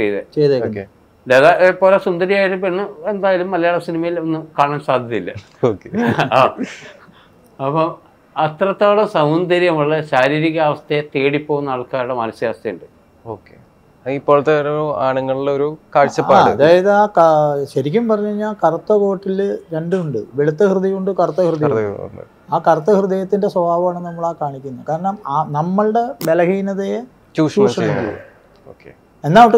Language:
Malayalam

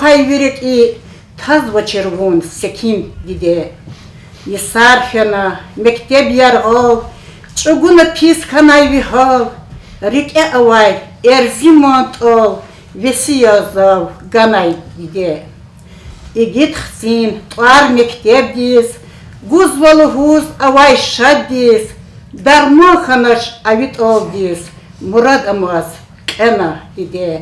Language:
Lezghian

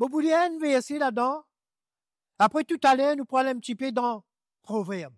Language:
Morisyen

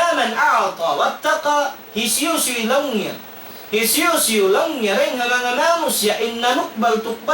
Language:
Tausug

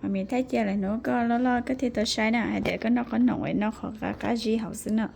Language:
Hmong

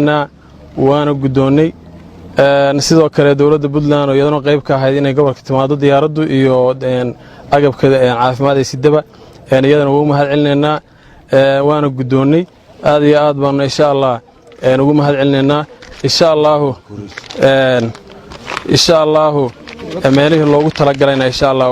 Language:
Somali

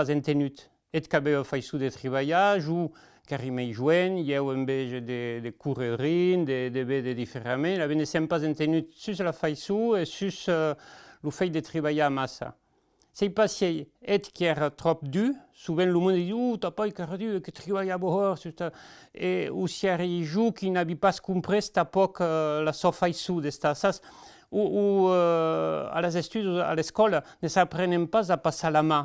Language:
Occitan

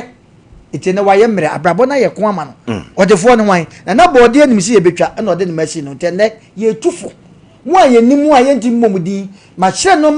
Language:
Akan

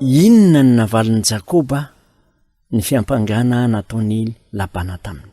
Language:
Malagasy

